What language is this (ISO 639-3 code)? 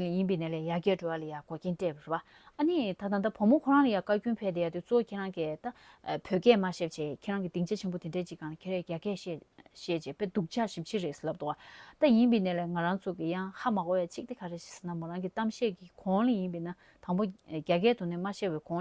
bod